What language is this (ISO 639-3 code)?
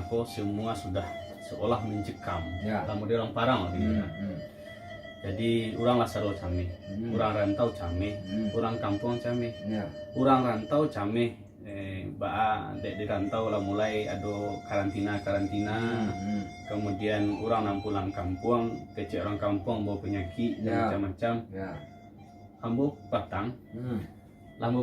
min